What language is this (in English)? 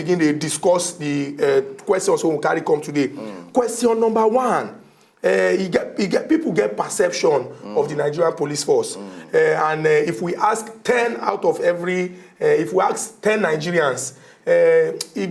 Nigerian Pidgin